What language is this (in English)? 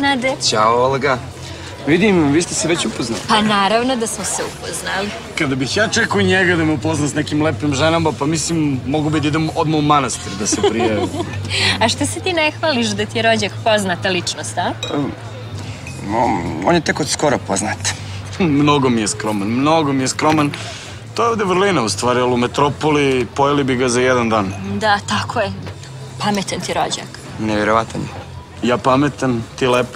Serbian